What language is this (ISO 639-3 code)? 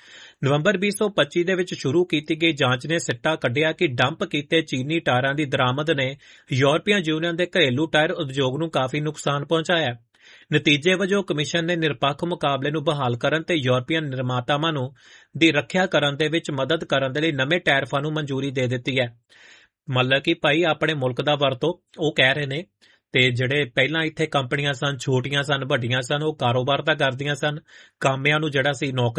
pan